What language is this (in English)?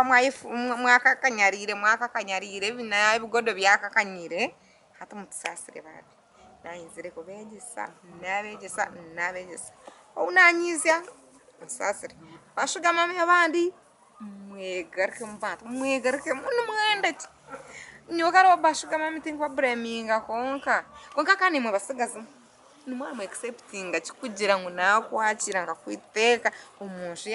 Nyankole